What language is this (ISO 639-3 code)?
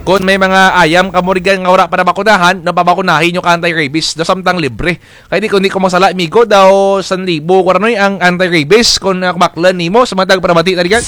krj